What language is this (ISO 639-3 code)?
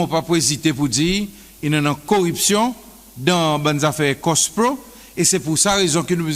crs